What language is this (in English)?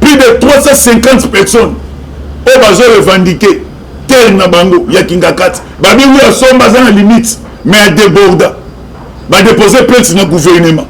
Lingala